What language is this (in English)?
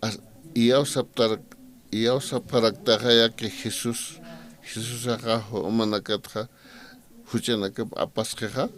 Aymara